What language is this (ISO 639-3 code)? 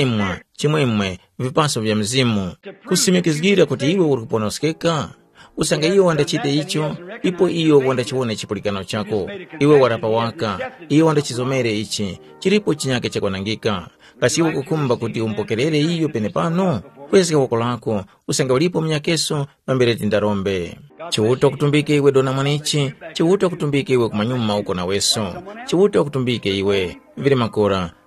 tum